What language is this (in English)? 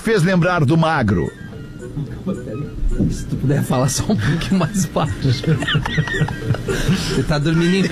Portuguese